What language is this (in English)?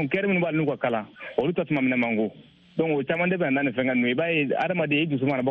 Bambara